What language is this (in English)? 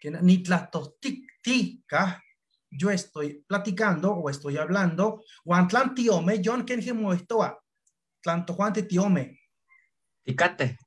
Eastern Huasteca Nahuatl